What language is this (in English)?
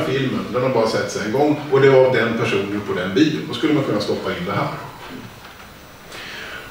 Swedish